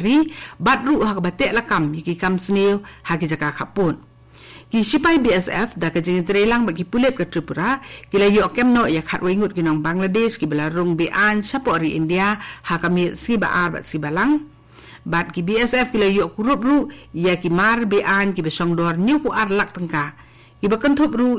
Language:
Khasi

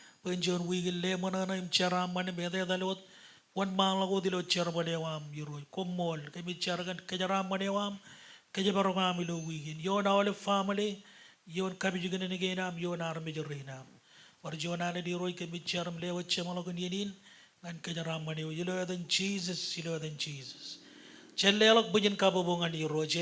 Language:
Marshallese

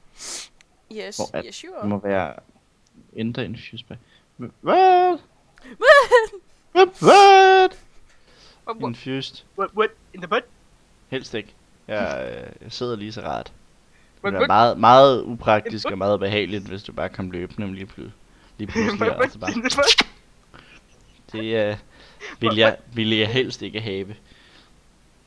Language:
Danish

